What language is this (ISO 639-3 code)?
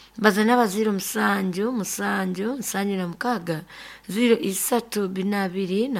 nyo